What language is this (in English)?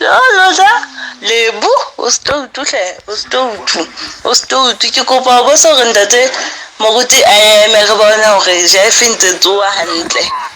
Southern Sotho